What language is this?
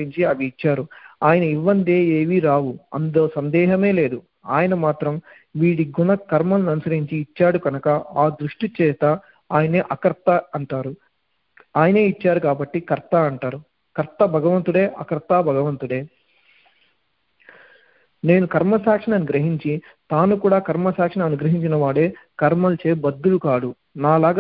Telugu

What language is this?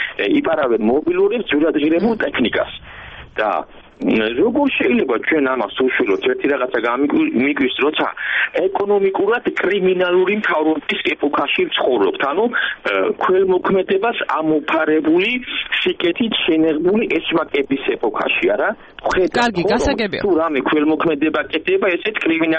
Georgian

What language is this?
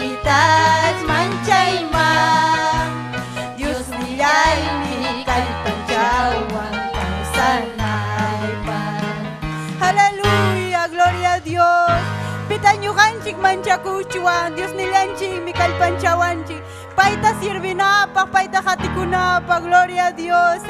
Ayacucho Quechua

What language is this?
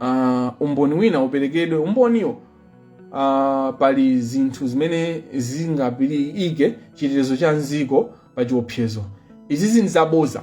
Nyanja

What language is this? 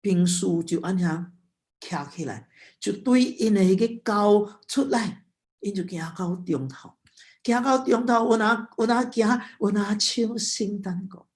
Min Nan Chinese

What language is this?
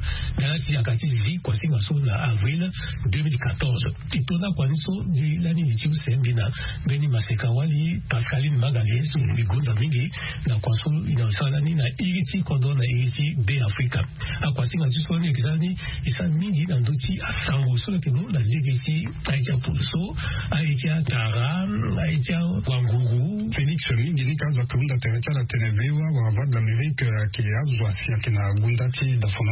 Sango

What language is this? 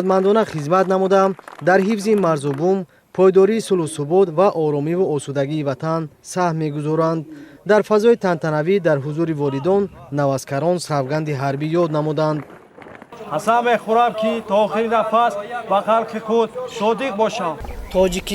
Tajik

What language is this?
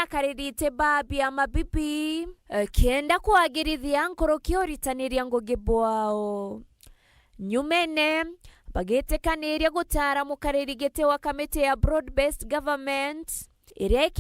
Meru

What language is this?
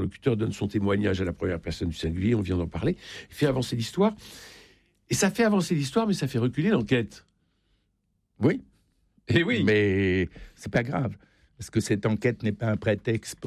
French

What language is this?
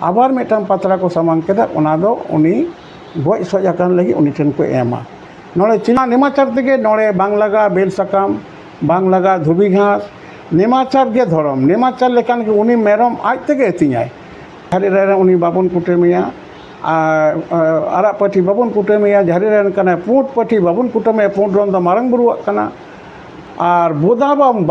Santali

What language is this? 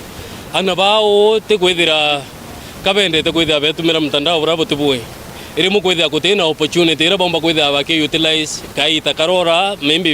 Meru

